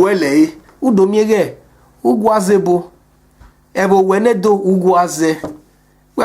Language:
Bini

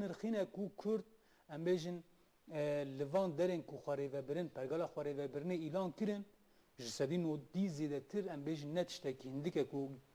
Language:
Kurdish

